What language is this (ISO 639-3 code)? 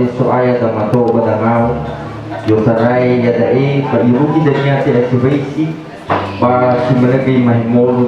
nia